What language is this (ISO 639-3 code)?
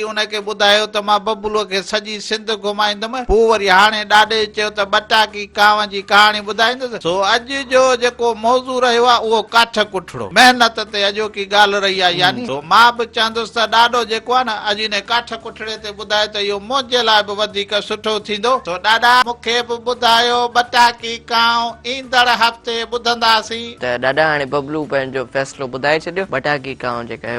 snd